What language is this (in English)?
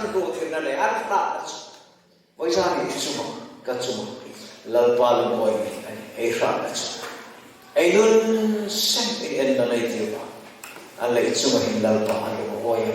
Hmar